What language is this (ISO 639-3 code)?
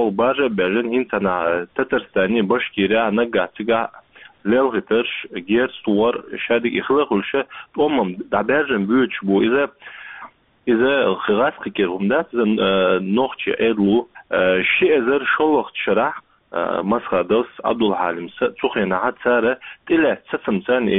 che